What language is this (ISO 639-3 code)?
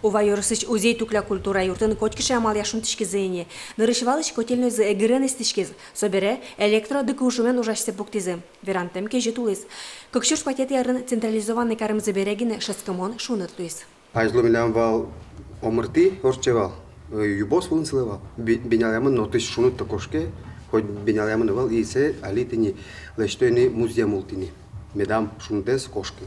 udm